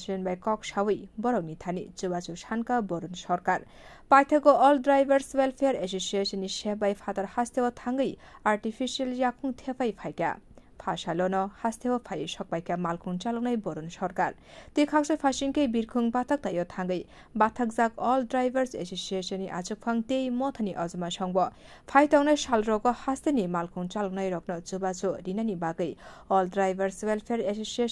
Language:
Kok Borok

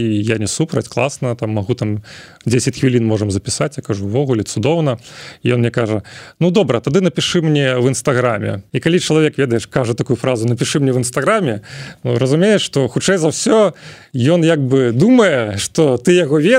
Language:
Belarusian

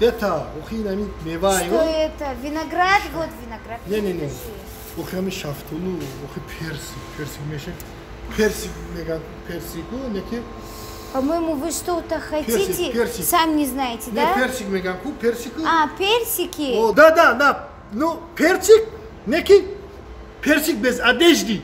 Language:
Tajik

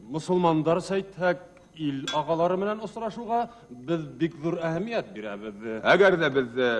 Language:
Bashkir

